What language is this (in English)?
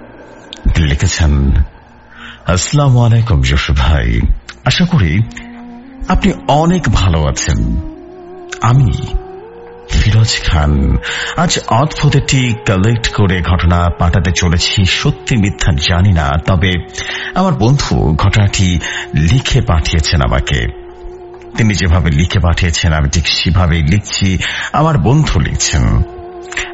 Bangla